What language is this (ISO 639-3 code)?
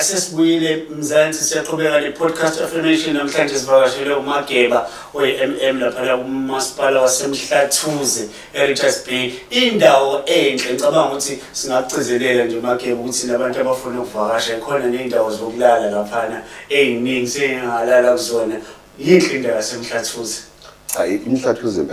zul